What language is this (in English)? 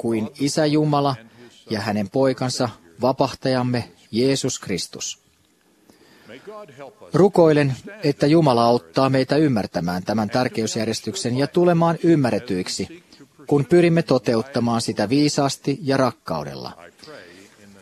Finnish